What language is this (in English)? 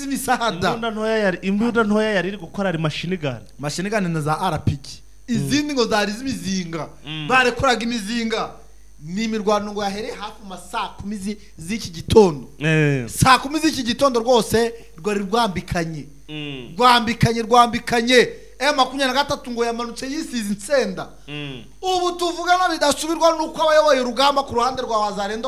Kinyarwanda